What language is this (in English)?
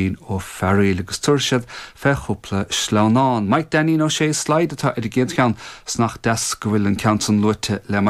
Irish